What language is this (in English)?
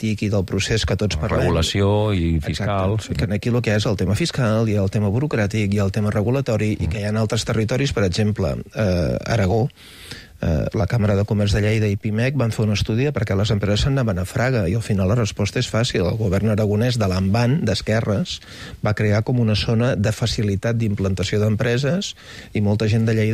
Catalan